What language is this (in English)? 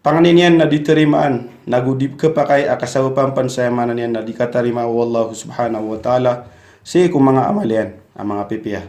Maranao